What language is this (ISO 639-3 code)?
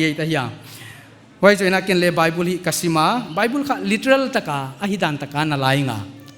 pck